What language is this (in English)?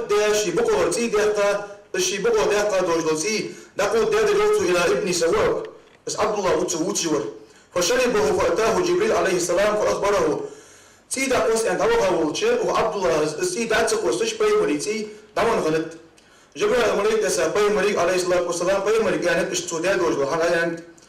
Ingush